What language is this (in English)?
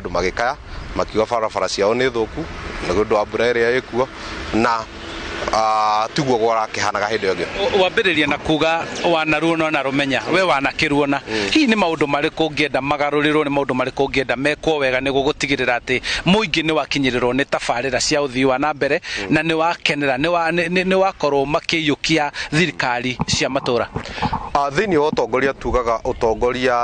Kikuyu